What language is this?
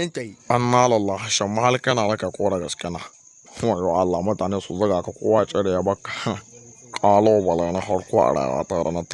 Hausa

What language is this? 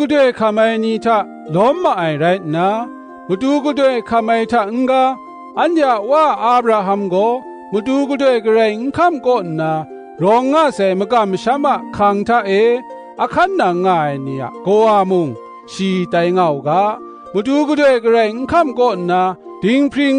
Kachin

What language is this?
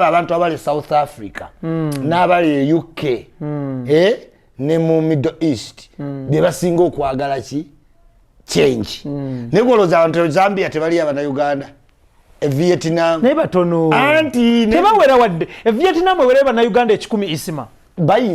Ganda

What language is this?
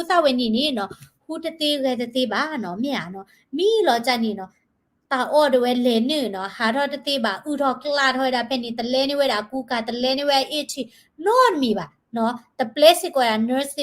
S'gaw Karen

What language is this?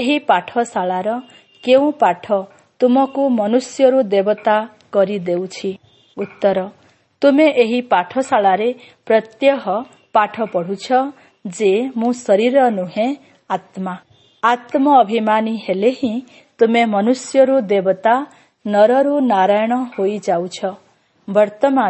Odia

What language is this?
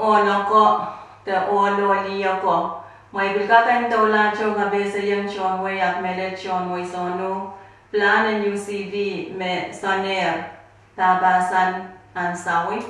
Pohnpeian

